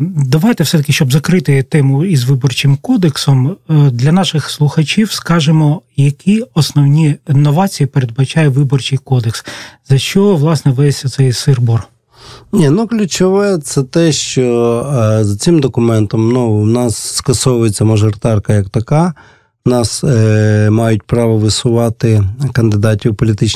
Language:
Ukrainian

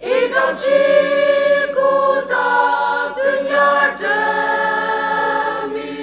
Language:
Ao Naga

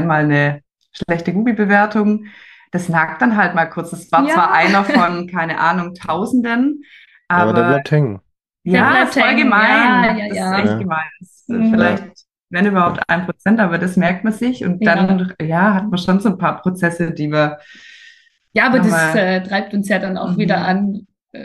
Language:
German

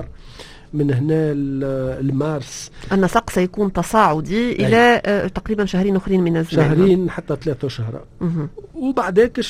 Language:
Tunisian Arabic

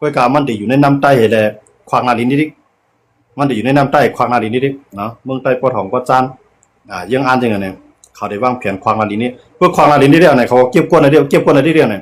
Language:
Shan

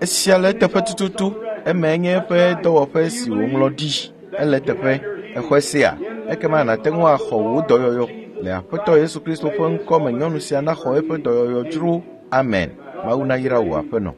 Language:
Ewe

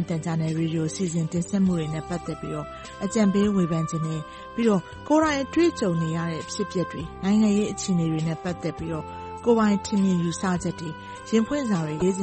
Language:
Burmese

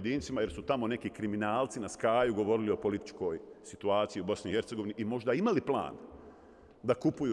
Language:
Bosnian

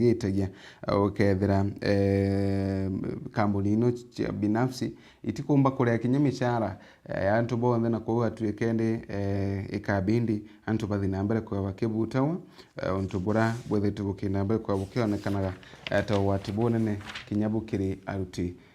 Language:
Meru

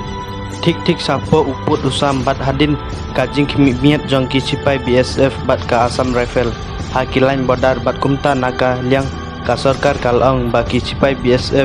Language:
Khasi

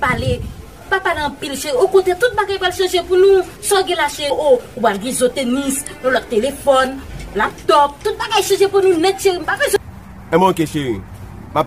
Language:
Haitian Creole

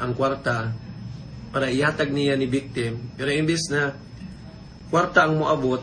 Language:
Cebuano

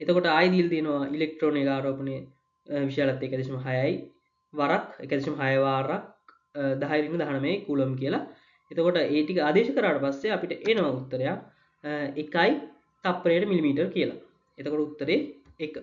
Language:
Sinhala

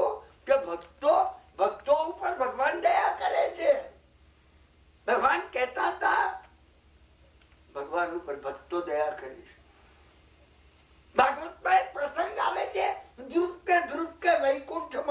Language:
Gujarati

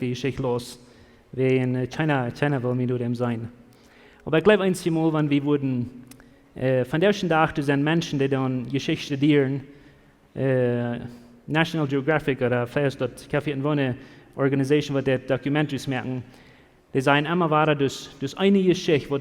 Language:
Plautdietsch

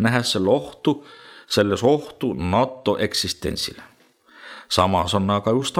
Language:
Estonian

